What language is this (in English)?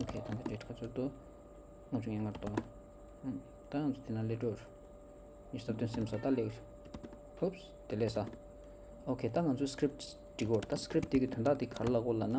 Tibetan